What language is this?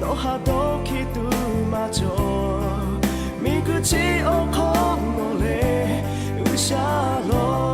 Lahu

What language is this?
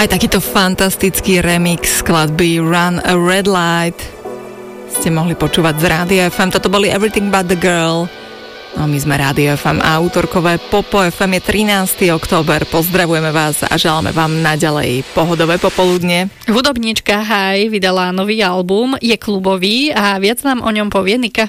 Slovak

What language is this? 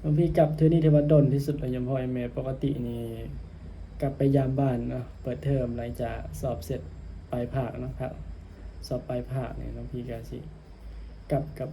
Northeastern Thai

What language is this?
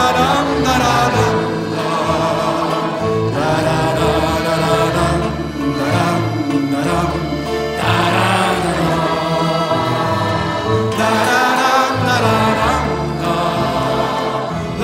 Swedish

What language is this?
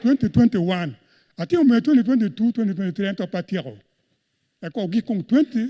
Acoli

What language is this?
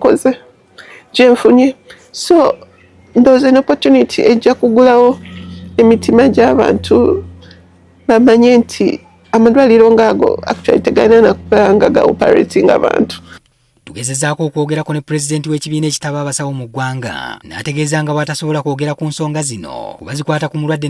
Ganda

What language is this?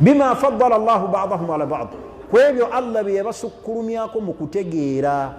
Ganda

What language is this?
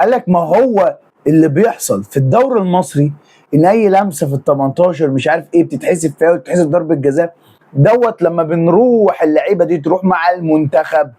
Egyptian Arabic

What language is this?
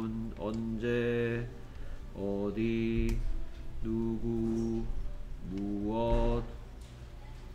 Korean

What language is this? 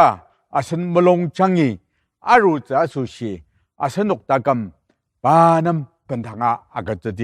Ao Naga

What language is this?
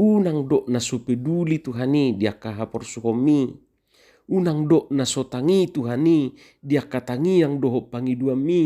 Batak Toba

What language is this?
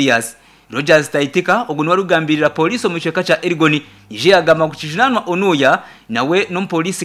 Nyankole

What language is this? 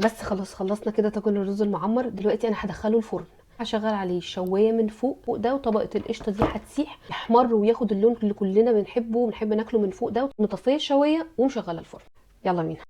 Egyptian Arabic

